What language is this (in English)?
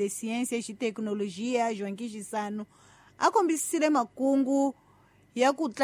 Tsonga